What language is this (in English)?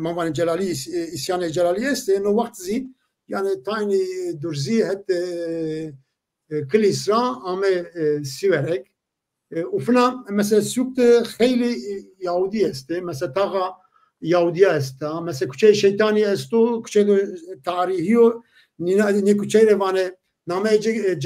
Zaza